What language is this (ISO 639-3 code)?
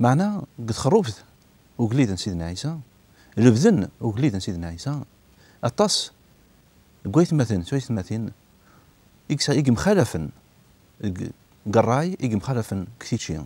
kab